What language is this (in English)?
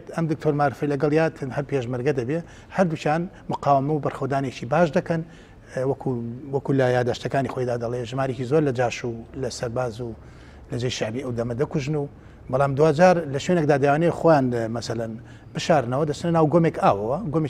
Central Kurdish